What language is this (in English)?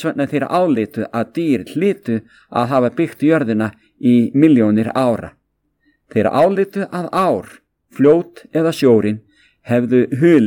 Icelandic